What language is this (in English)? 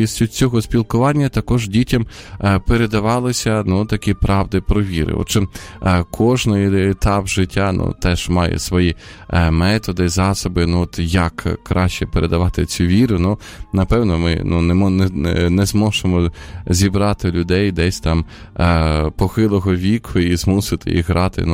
Ukrainian